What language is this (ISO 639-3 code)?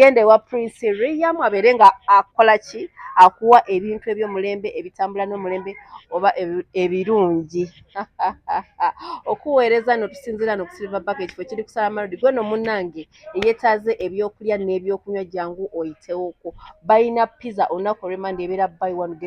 lug